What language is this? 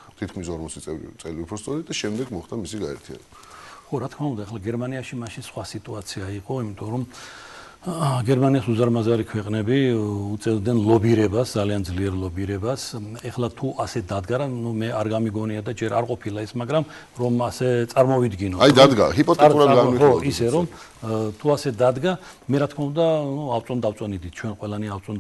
Georgian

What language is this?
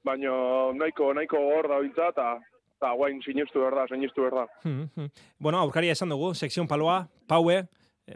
Basque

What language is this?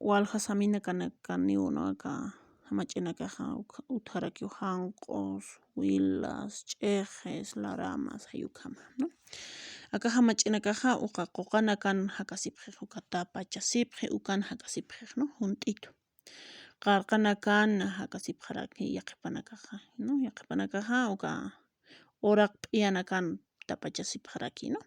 Aymara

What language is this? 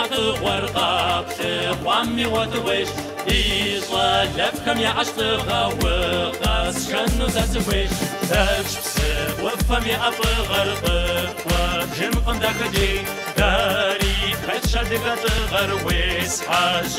Kabardian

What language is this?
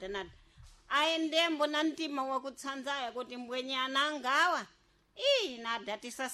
Sena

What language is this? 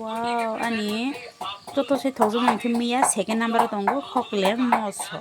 Kok Borok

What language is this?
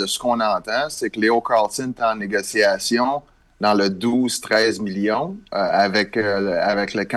French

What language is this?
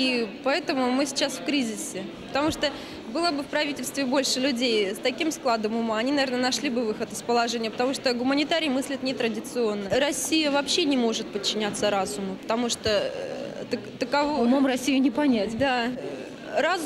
Russian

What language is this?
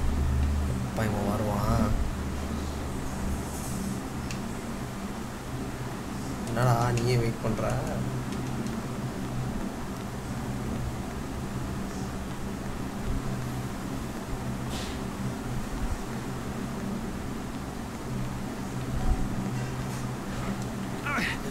Tamil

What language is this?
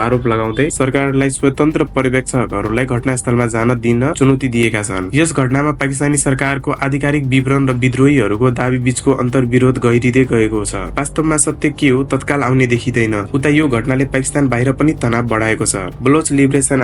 Nepali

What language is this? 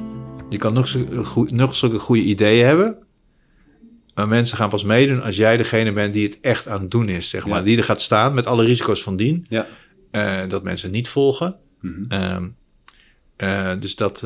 Dutch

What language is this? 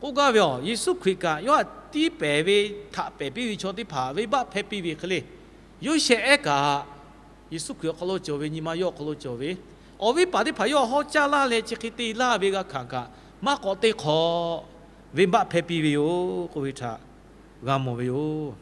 Lahu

